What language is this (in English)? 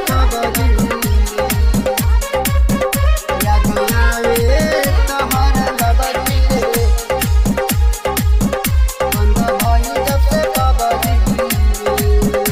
Bhojpuri